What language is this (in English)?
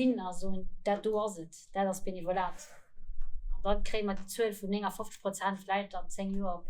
Luxembourgish